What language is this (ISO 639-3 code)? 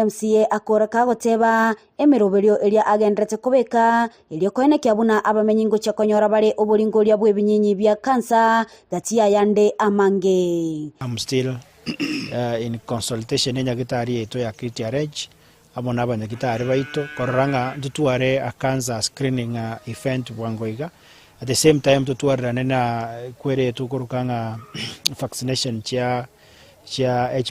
guz